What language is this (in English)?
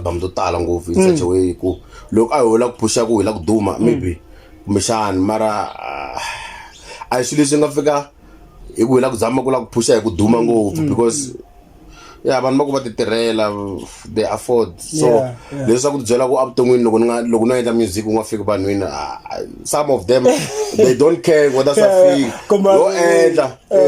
Tsonga